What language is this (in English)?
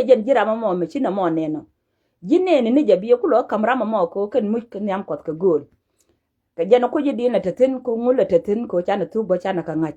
Nuer